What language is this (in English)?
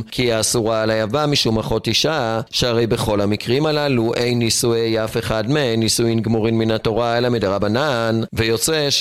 Hebrew